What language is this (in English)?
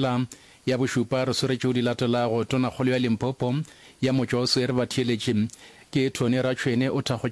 Northern Sotho